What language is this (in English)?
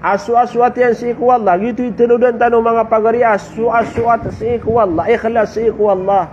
Maranao